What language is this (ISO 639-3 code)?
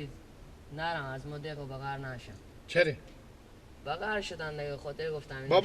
fas